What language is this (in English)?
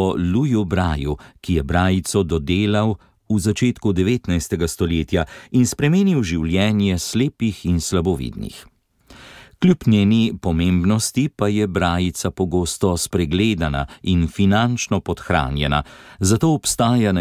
Slovenian